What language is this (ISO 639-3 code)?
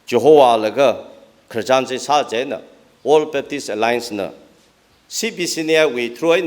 nmf